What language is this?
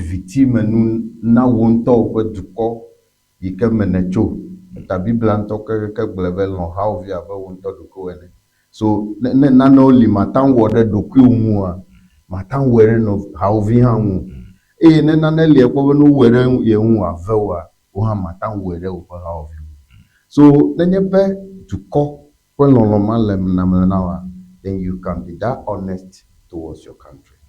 Ewe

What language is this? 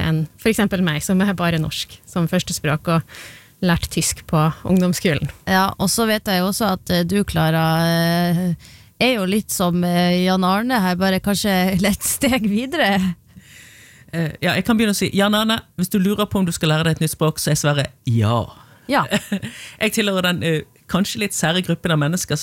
Norwegian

